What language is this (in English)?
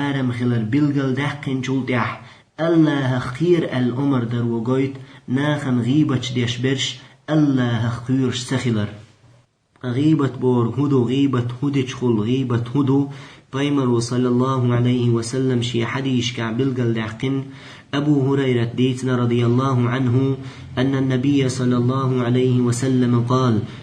Chechen